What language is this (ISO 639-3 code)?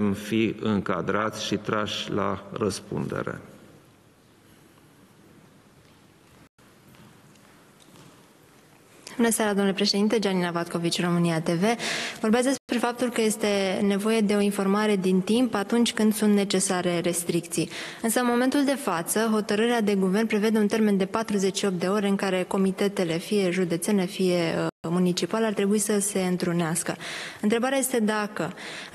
ron